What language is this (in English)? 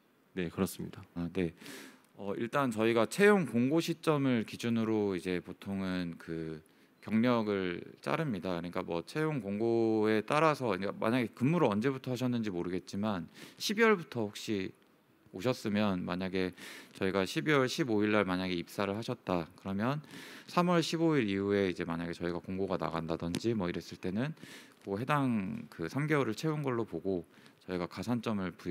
Korean